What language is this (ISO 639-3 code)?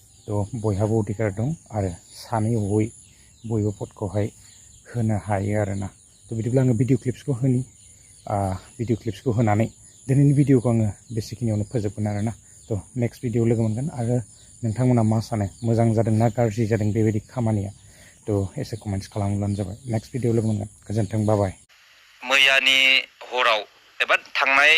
brx